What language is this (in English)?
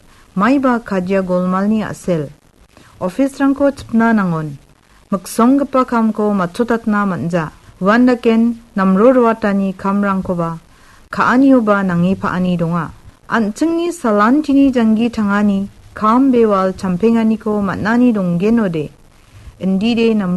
Garo